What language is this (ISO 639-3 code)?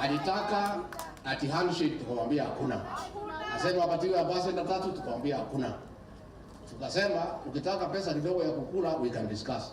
mer